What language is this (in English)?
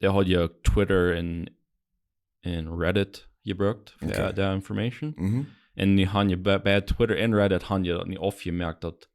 Plautdietsch